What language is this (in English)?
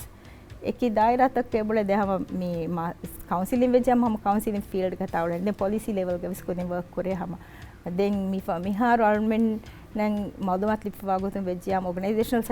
Divehi